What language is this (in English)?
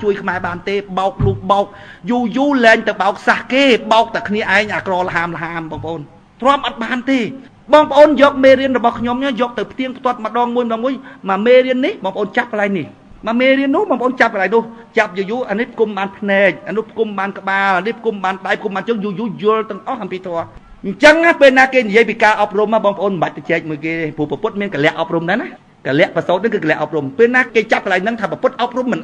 Khmer